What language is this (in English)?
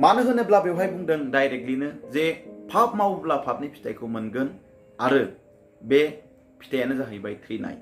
Bodo